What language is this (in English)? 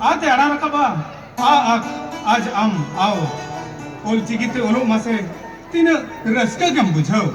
Santali